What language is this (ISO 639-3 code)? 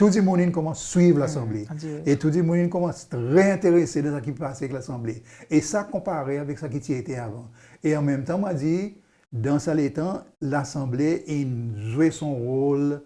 crs